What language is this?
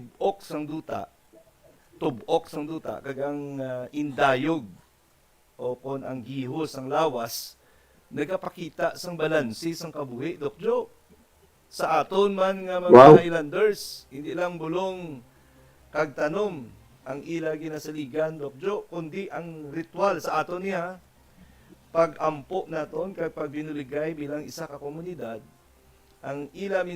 Hiligaynon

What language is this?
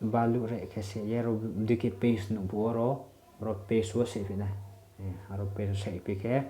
Riang (India)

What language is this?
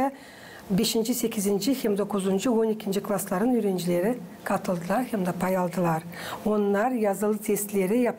Gagauz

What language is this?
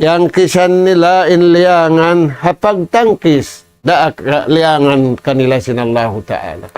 Tausug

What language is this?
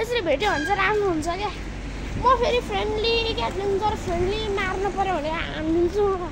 Nepali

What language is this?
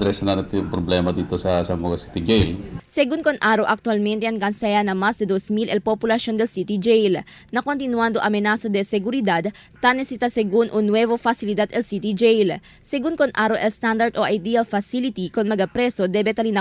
Chavacano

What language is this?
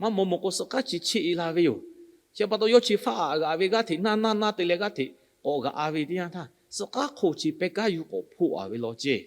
Lahu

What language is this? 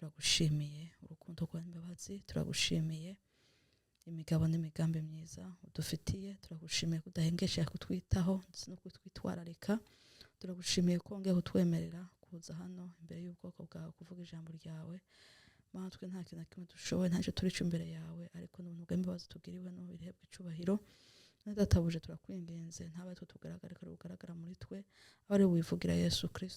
Rundi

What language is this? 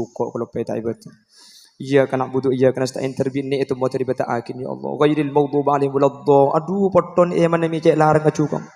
Madurese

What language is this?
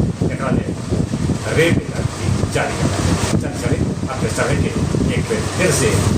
Magahi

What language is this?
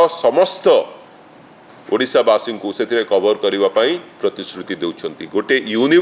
Odia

